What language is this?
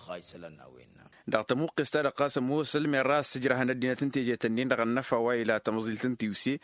Tamasheq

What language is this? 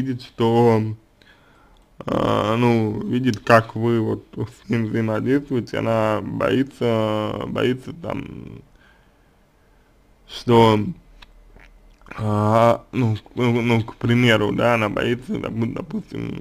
Russian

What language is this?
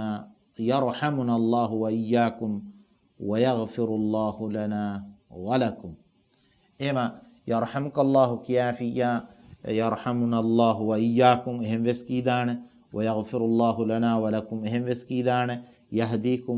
Divehi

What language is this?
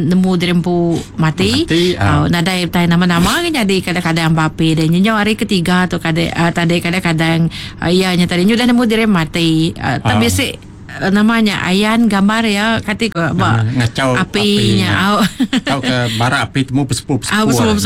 Iban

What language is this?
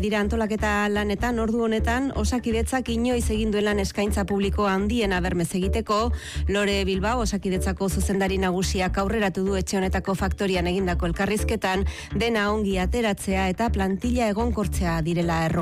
Basque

